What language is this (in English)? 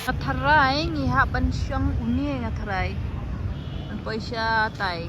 Khasi